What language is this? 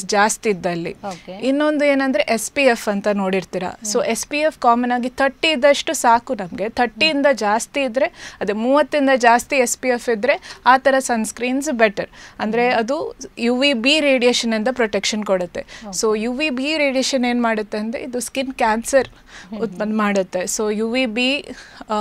Kannada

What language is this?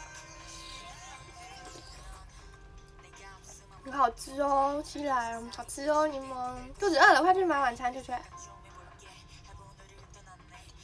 Chinese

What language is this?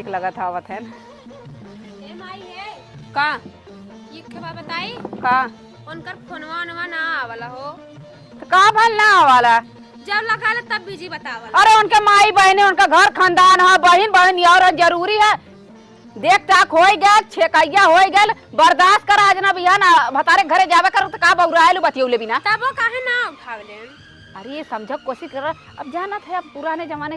Awadhi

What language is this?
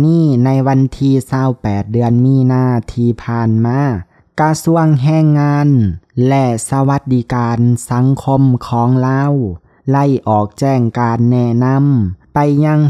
Lao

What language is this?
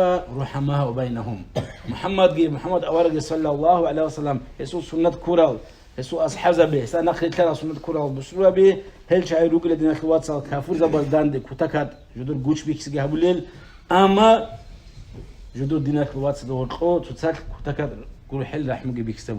Avaric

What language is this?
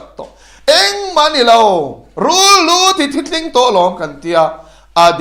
Mizo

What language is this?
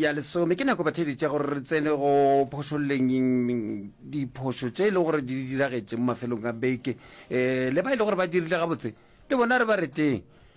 Northern Sotho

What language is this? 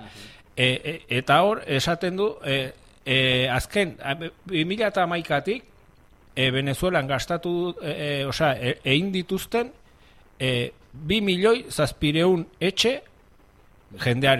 Basque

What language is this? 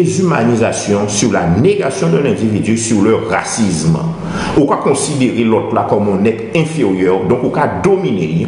Guadeloupean Creole French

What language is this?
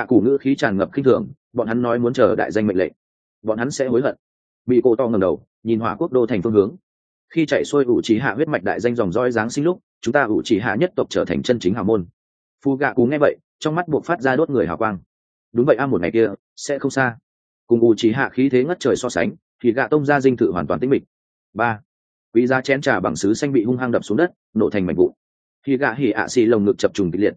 Vietnamese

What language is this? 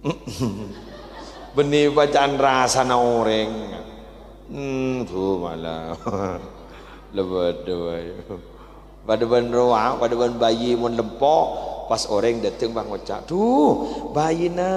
Madurese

